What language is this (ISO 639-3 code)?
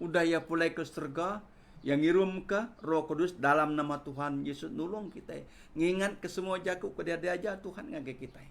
iba